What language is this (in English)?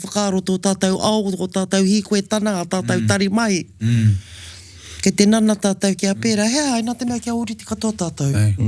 Māori